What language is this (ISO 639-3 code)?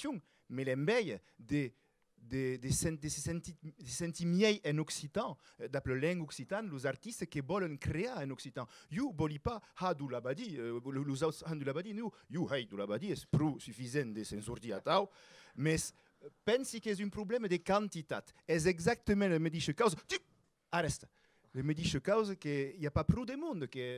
oci